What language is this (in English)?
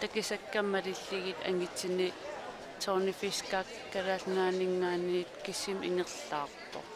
Kalaallisut